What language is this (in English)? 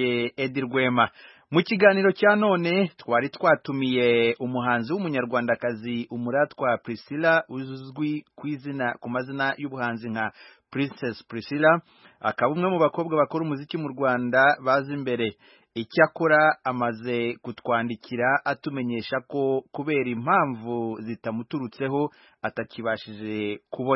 Kinyarwanda